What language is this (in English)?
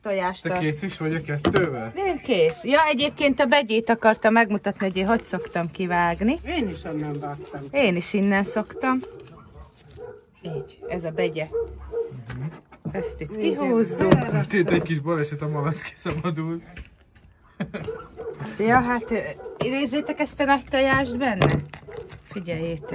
Hungarian